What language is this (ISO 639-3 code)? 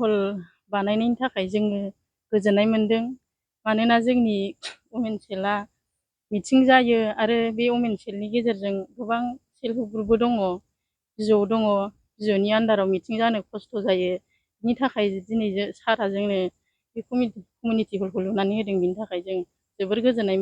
brx